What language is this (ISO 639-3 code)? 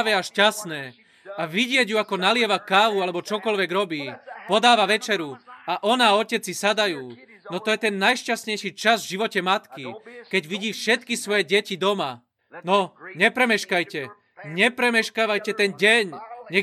slk